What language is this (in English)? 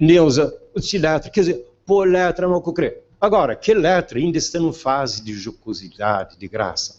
Kabuverdianu